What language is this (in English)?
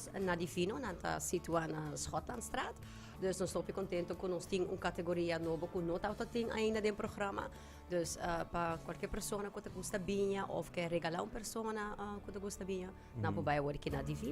Papiamento